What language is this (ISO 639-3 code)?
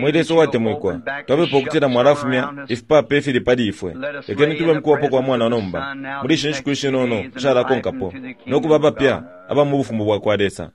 bem